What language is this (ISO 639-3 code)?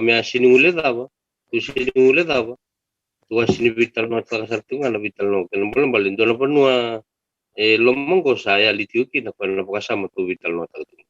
fij